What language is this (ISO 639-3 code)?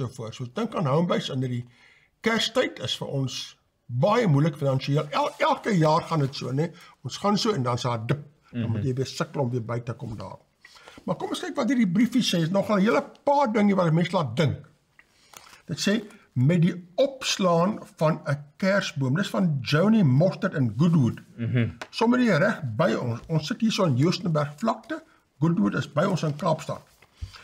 afr